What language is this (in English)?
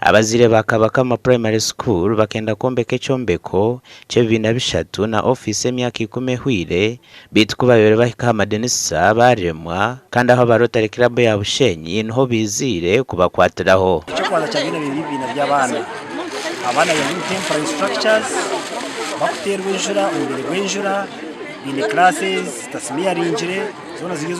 Nyankole